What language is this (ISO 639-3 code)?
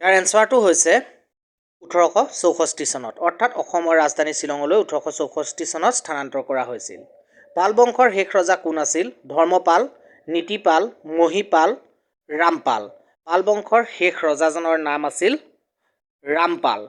asm